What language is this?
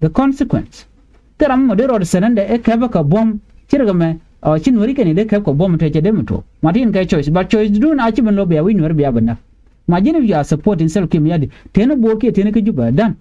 Nuer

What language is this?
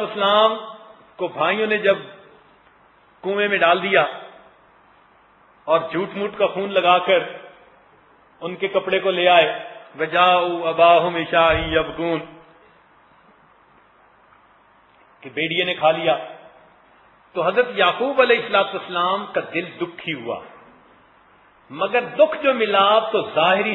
Urdu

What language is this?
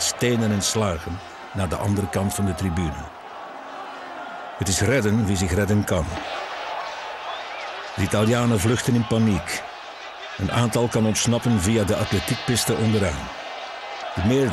Dutch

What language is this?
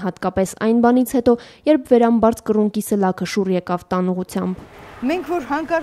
Armenian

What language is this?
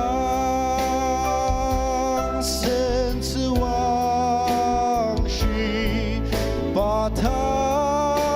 Ao Naga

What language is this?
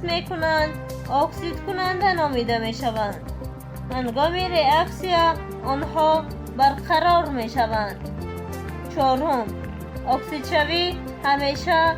Tajik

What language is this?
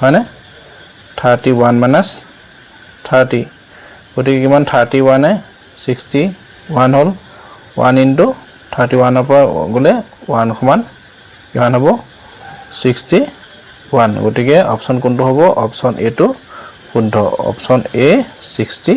Assamese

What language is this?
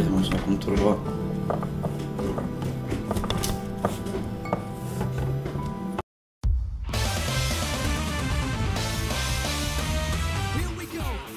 Romanian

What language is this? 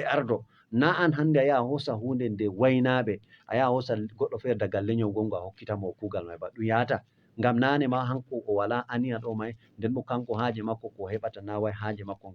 Fula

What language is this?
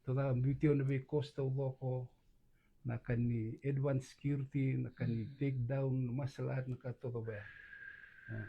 Fijian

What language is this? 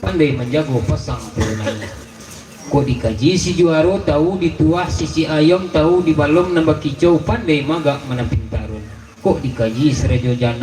Minangkabau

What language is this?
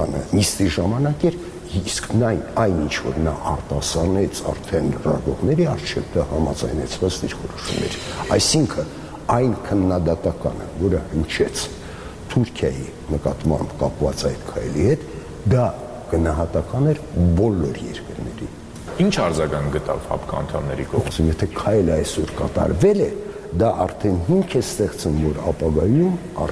Armenian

